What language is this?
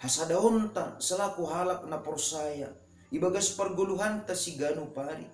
Batak Simalungun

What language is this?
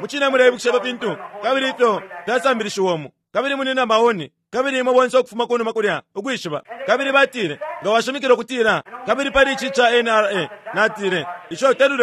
Bemba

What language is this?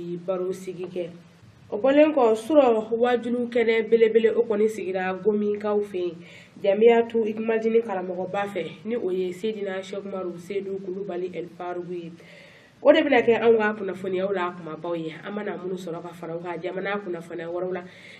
Bambara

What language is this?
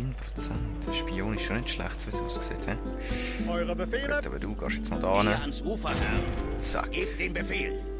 Swiss German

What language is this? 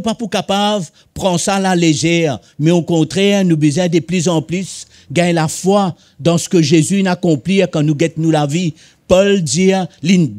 Morisyen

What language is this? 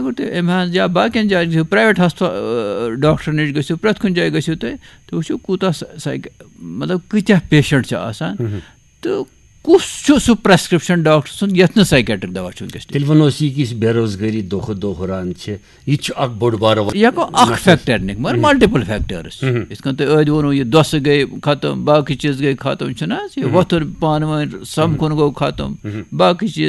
Kashmiri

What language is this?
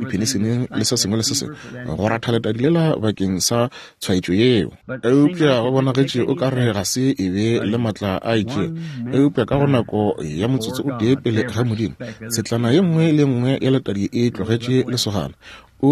Northern Sotho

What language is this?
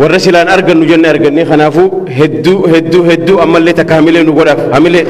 Oromo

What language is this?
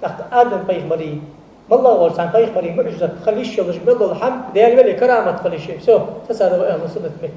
Ingush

